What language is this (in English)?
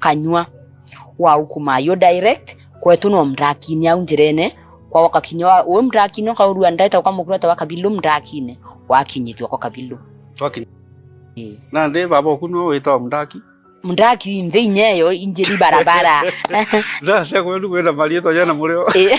Meru